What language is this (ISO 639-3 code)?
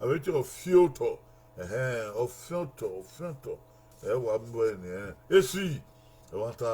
bin